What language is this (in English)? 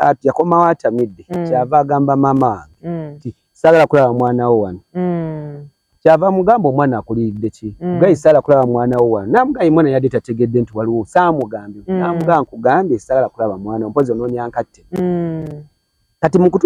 Ganda